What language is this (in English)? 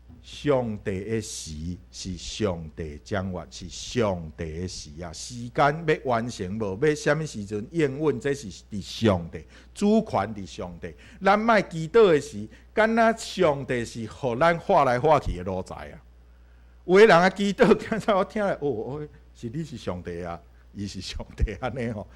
Min Nan Chinese